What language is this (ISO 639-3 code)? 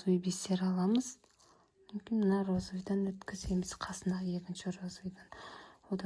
kaz